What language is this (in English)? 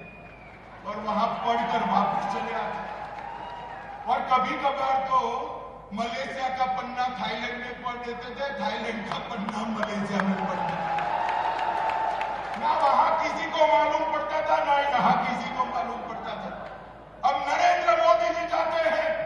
Hindi